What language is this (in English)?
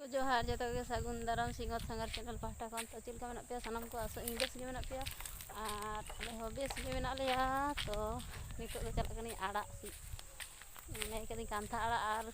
Santali